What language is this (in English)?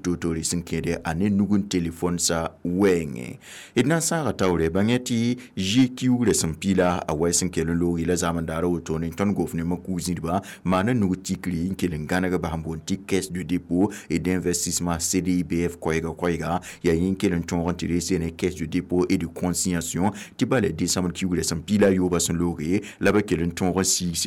Mossi